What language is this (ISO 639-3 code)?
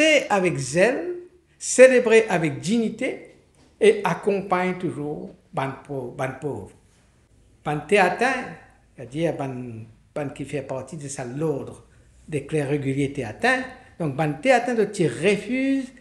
mfe